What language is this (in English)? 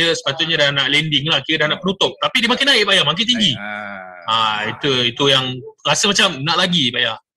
Malay